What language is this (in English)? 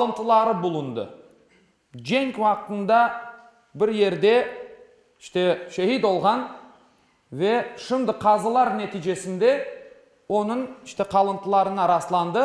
Crimean Tatar